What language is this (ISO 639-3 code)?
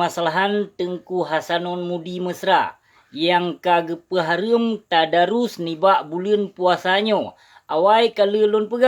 ace